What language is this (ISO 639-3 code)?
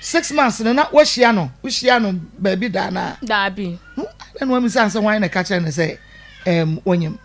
aka